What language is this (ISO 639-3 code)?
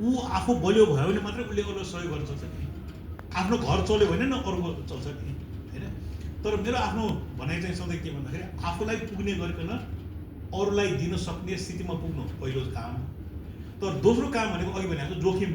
nep